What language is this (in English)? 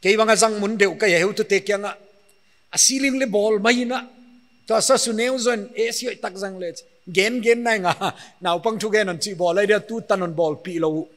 Paite Chin